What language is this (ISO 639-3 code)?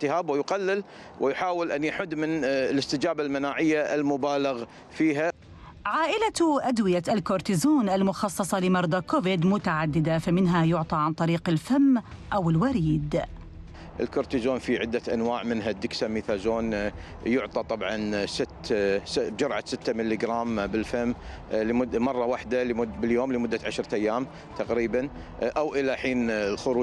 ara